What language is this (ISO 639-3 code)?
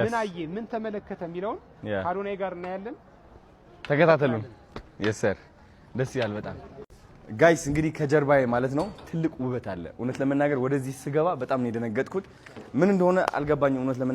amh